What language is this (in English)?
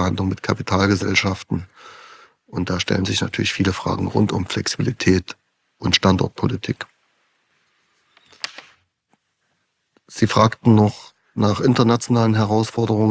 German